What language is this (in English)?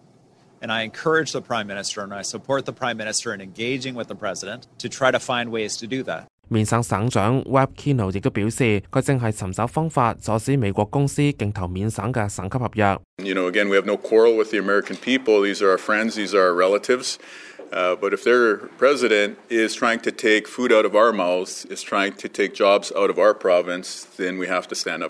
Cantonese